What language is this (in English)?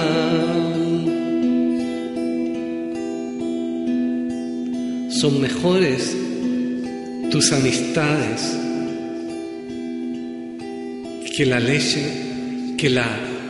Hebrew